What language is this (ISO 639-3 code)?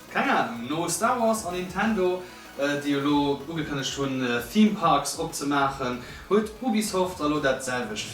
ltz